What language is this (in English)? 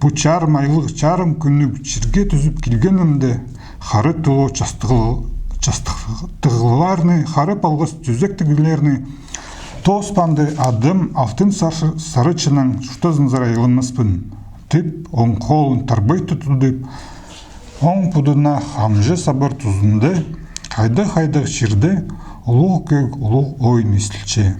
Khakas